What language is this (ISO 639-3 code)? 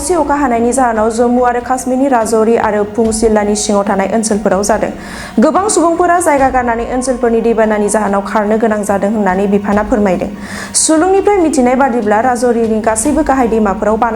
brx